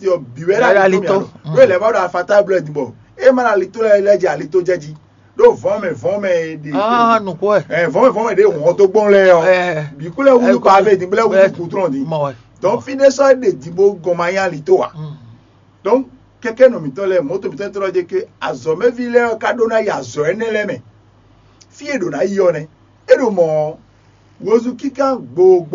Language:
Fon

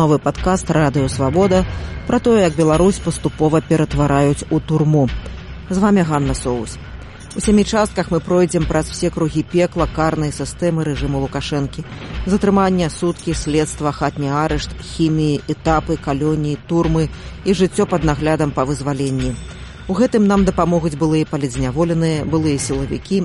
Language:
Belarusian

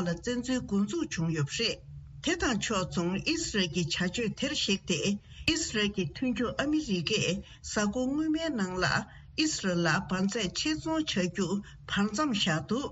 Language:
Tibetan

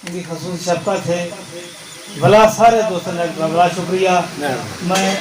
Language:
Saraiki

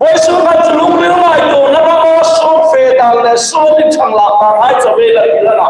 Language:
Hmar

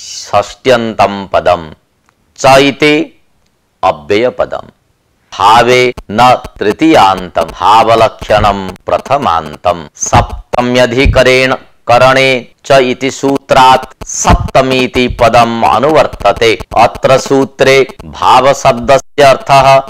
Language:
Sanskrit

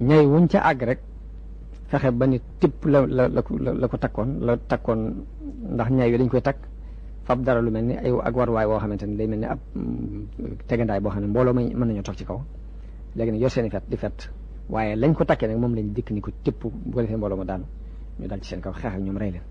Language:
Wolof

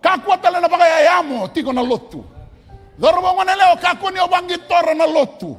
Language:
Fijian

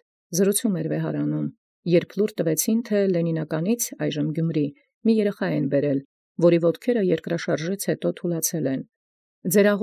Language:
Armenian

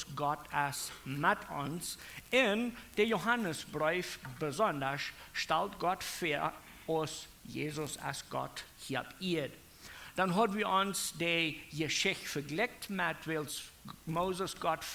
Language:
Plautdietsch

